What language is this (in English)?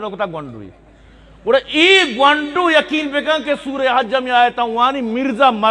Eastern Balochi